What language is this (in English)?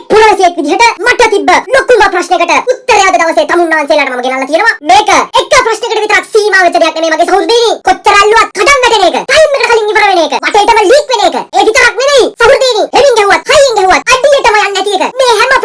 Sinhala